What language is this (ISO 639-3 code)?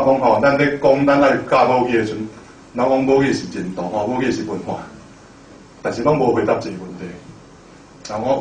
nan